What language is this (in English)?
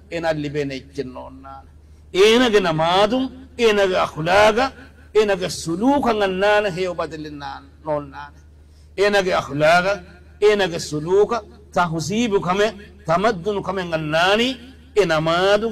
Divehi